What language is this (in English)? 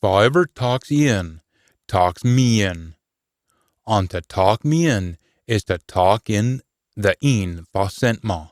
Scots